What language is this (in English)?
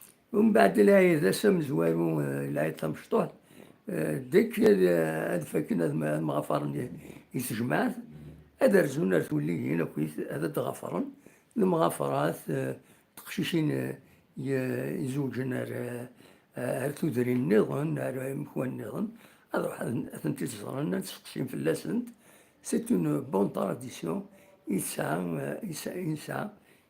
Kabyle